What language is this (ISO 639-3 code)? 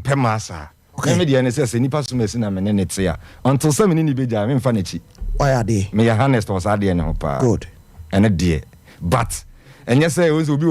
aka